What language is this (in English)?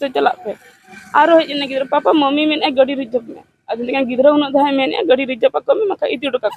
Santali